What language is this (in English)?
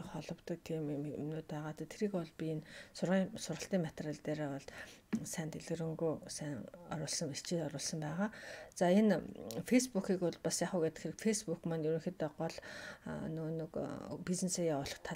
Mongolian